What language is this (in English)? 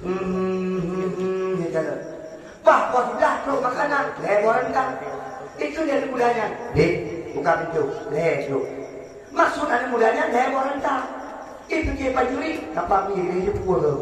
Achinese